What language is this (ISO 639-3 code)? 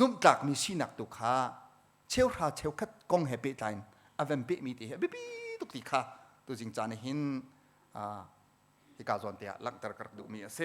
cnh